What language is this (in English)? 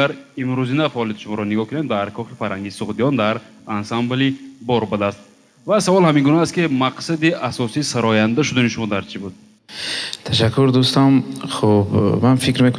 Tajik